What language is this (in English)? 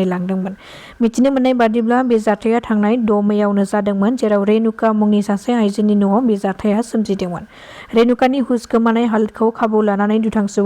Bodo